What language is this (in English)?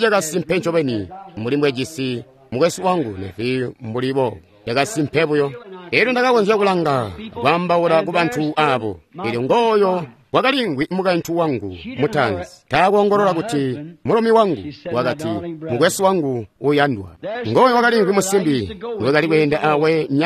Tonga (Zambia)